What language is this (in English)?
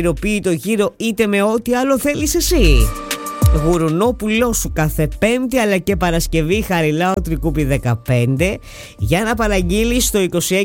Greek